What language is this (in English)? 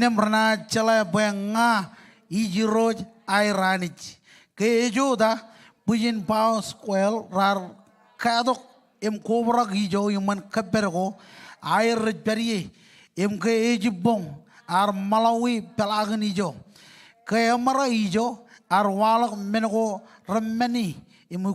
Marshallese